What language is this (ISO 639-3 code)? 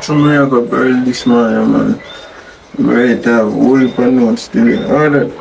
jam